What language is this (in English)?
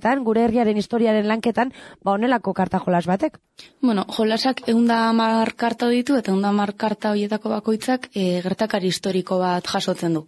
Basque